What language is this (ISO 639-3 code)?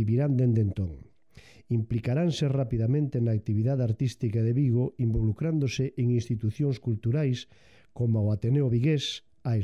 glg